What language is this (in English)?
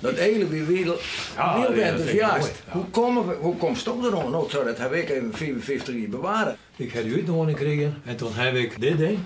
Western Frisian